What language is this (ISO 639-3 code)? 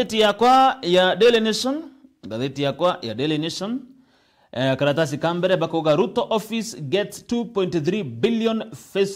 mer